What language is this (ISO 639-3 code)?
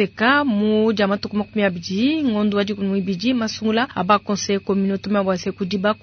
lua